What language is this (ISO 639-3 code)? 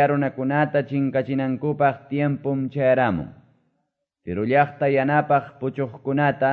que